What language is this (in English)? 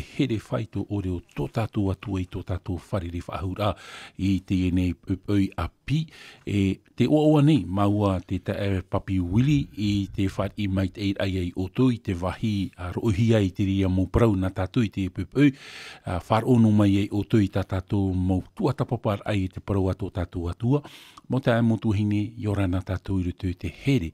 Tahitian